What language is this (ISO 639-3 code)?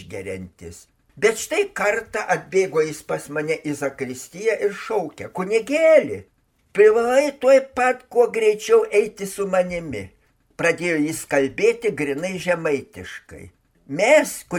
lit